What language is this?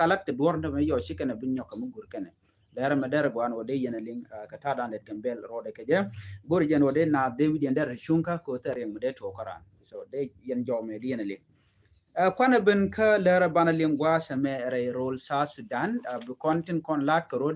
Nuer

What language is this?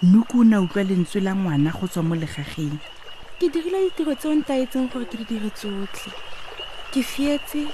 Tswana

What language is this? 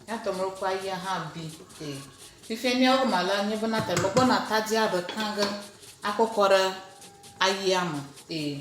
Ewe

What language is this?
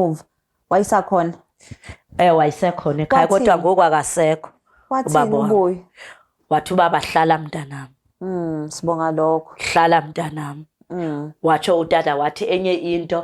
Zulu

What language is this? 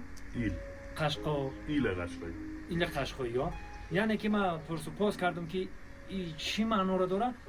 Tajik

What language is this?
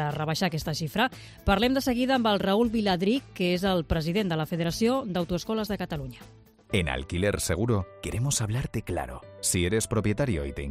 Catalan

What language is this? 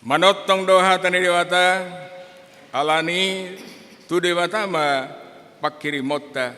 Batak Toba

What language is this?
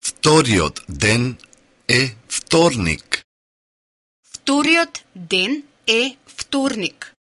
Macedonian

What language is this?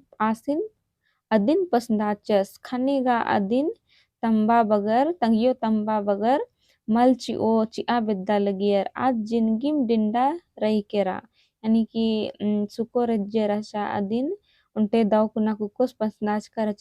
Kurukh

